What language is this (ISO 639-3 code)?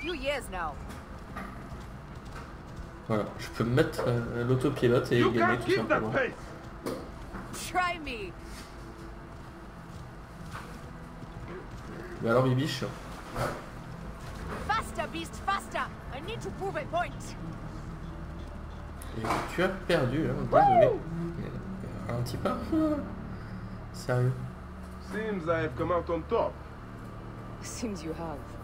fra